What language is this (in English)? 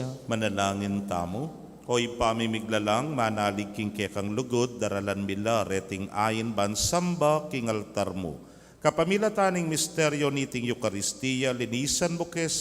Pampanga